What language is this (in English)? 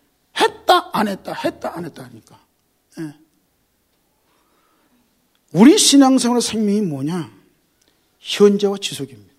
Korean